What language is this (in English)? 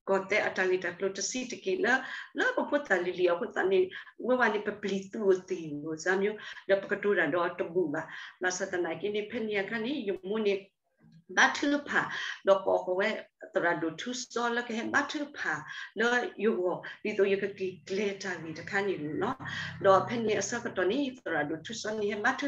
S'gaw Karen